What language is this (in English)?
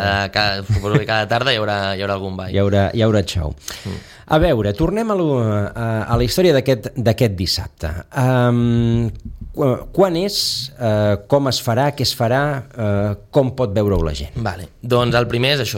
Catalan